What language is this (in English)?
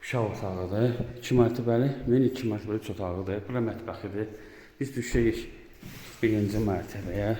Azerbaijani